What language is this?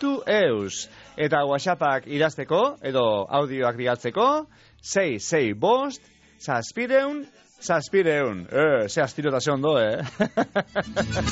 Basque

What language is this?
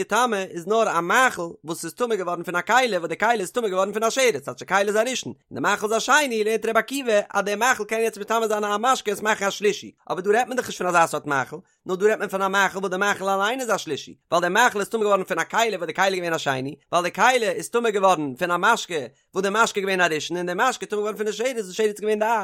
Yiddish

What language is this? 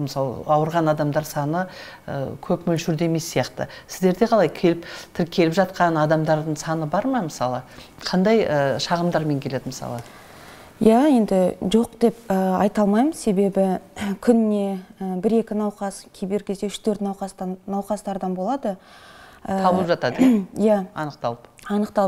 Kazakh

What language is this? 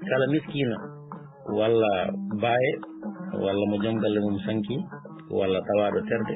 Fula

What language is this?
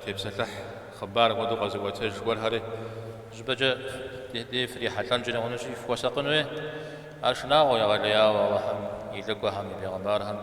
Kabardian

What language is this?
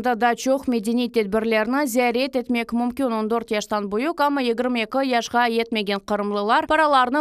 Crimean Tatar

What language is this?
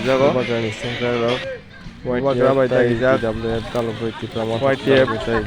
Kok Borok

